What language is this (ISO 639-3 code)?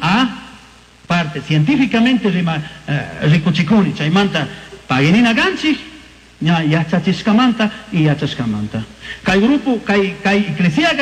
qug